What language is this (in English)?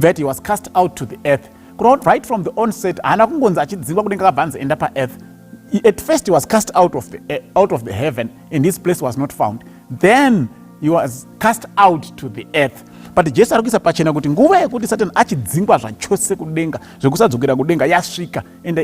Shona